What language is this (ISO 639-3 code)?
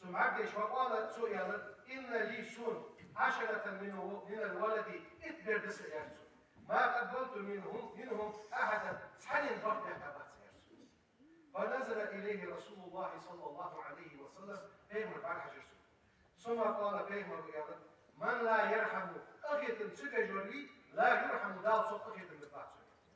inh